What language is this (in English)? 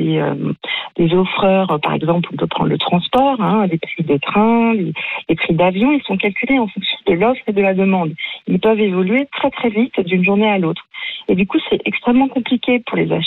French